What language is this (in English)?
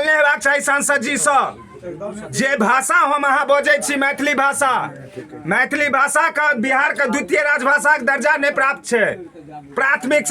Maithili